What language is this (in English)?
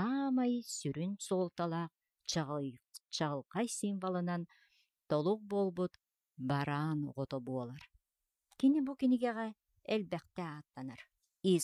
Yakut